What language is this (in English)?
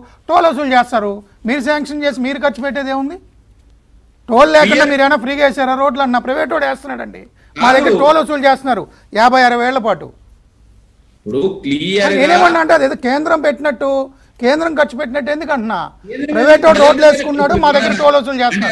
Telugu